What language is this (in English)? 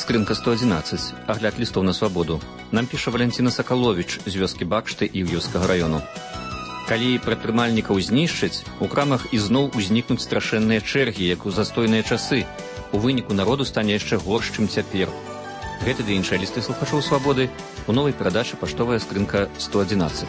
Belarusian